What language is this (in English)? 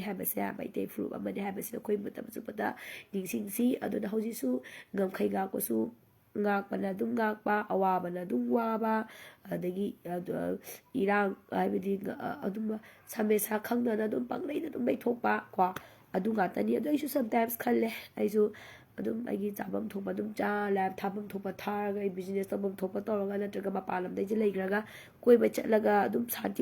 Manipuri